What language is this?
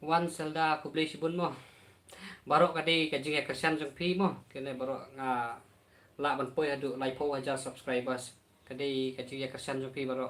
Khasi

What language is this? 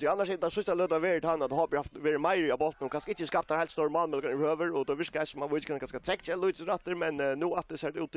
Faroese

